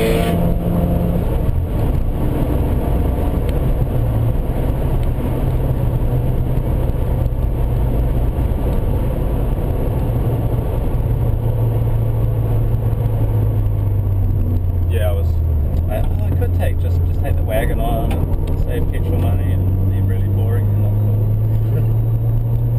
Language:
English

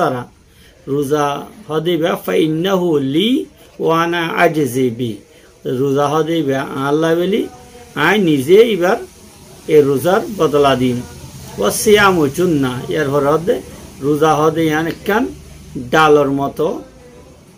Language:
Rohingya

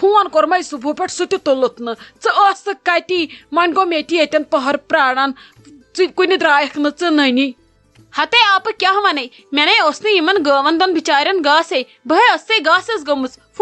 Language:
Kashmiri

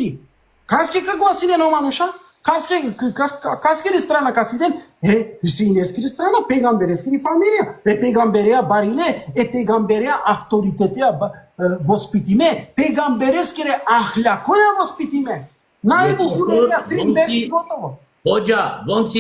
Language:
Balkan Romani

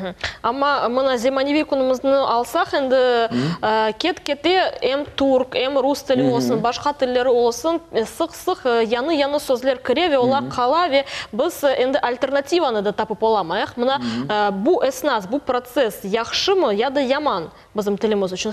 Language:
Crimean Tatar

